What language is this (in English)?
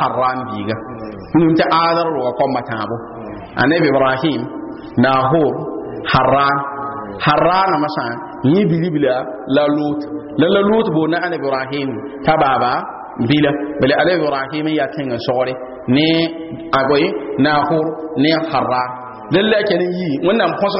Mossi